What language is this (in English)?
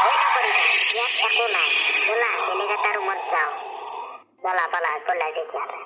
Assamese